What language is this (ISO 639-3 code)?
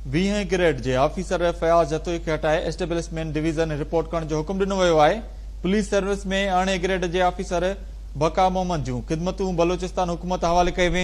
snd